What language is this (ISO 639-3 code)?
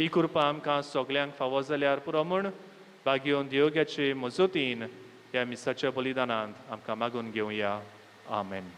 kok